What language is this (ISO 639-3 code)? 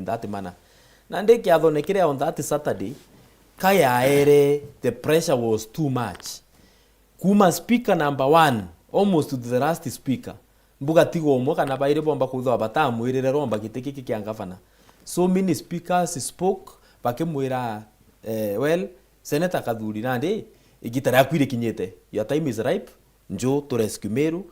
mer